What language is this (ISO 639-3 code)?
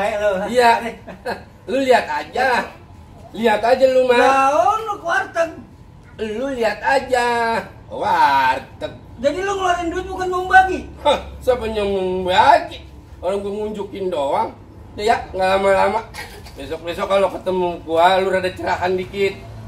bew